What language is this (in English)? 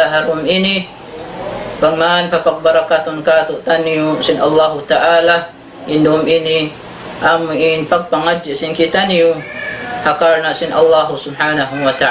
Tausug